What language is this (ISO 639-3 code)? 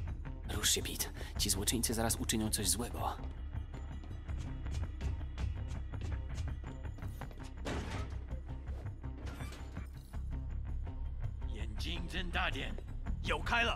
pol